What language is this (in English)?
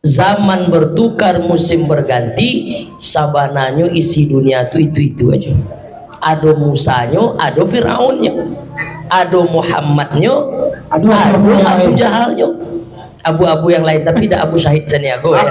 Minangkabau